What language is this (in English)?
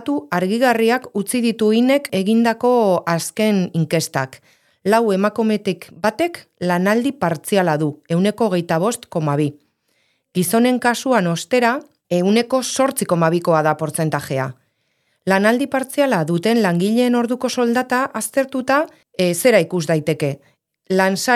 Basque